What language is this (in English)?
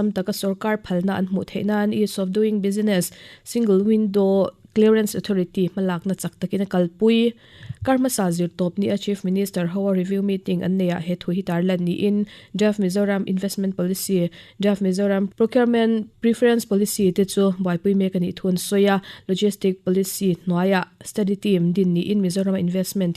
Mizo